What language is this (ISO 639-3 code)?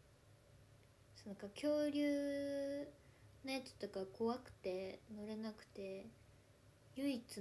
jpn